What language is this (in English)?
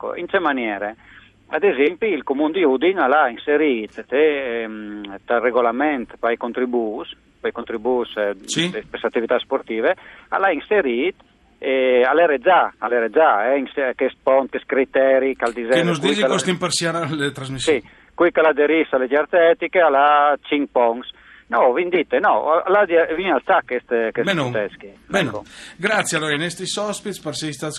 Friulian